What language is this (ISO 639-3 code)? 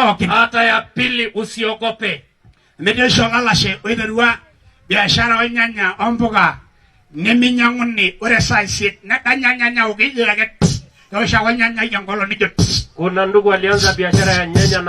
mas